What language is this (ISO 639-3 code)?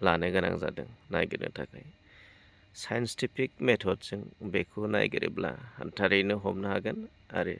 brx